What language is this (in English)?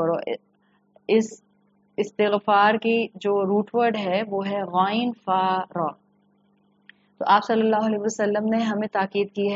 Urdu